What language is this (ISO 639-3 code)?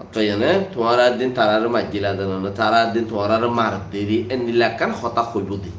rhg